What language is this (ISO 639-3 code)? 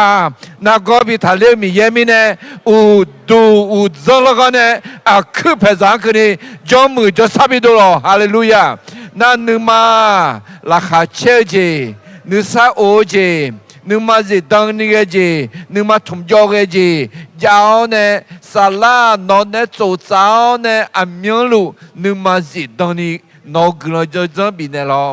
ahk